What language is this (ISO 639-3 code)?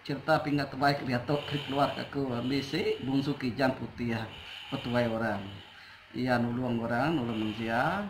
iba